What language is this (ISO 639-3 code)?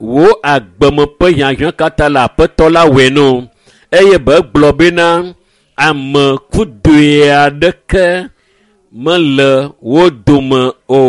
ewe